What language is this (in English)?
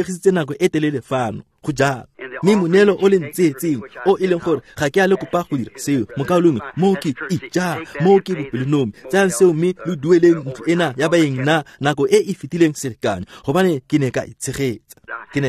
Tswana